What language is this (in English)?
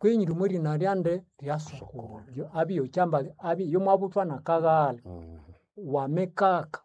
Nande